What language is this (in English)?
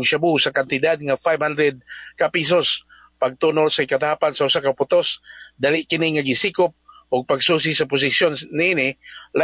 Cebuano